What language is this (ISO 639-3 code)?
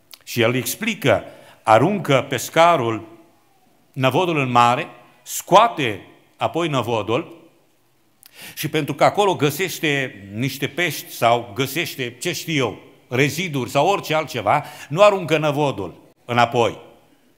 ron